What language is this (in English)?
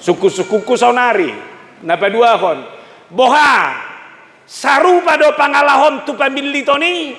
Batak Toba